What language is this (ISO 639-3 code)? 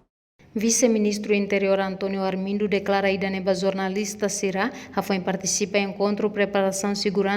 tet